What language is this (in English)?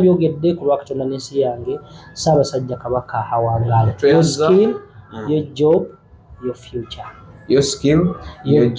Ganda